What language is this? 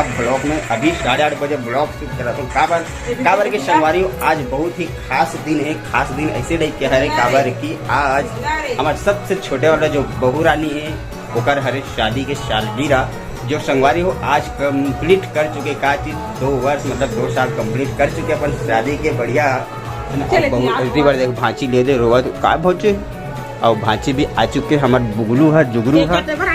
Chhattisgarhi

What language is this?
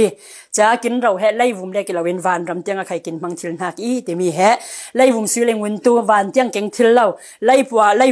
Falam Chin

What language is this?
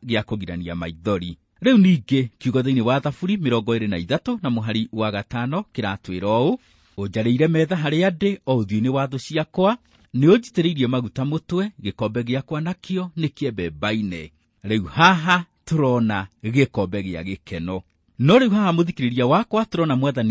Kikuyu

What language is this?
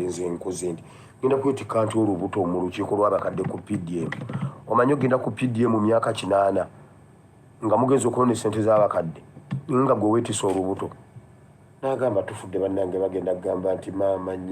Ganda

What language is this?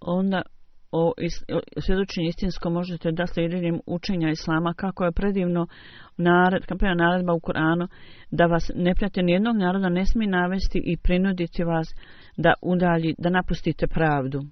Bosnian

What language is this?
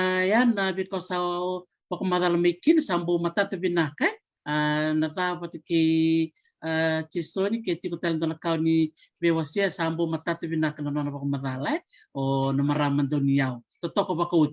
Fijian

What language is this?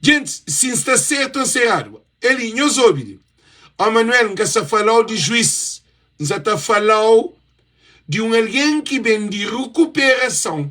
Kabuverdianu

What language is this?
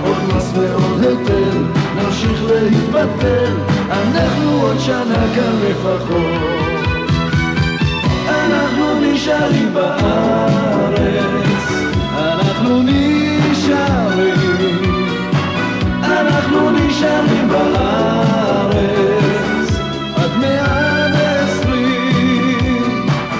Hebrew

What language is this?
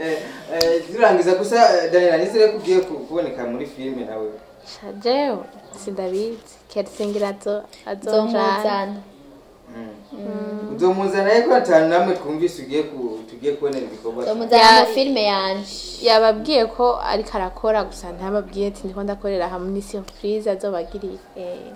Rundi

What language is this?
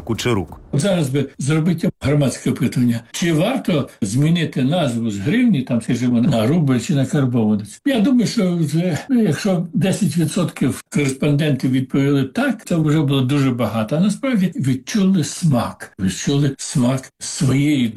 Ukrainian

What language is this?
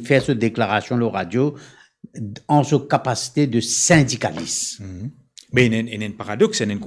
Morisyen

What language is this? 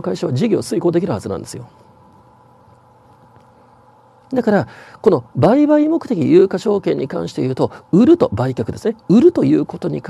Japanese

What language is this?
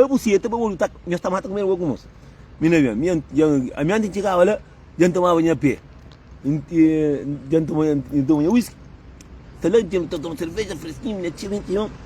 Kabuverdianu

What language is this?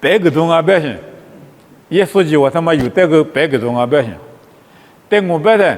Lisu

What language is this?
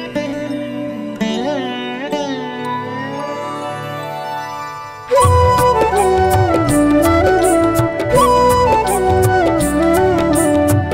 Tamil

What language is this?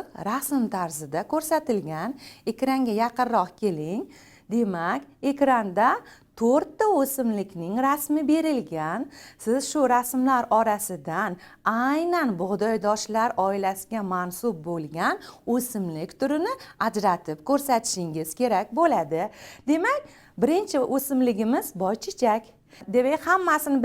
Uzbek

